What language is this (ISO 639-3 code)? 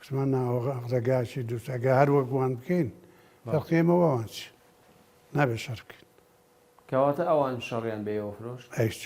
ckb